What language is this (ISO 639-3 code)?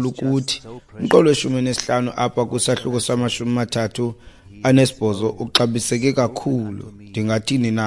xho